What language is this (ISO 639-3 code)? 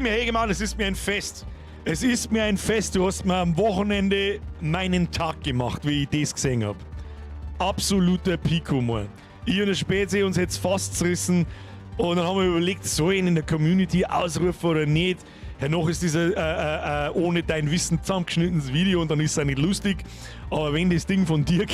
bar